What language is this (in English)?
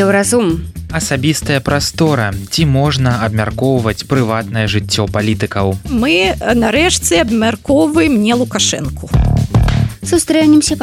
Belarusian